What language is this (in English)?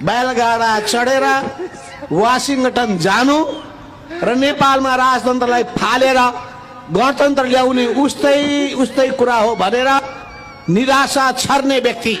Nepali